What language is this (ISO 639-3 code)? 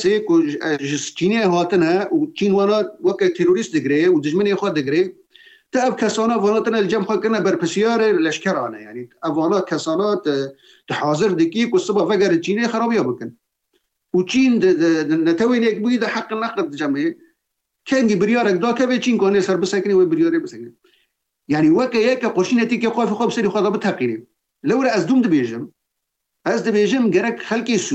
kur